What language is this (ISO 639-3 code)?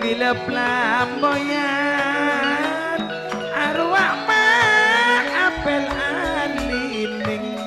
mad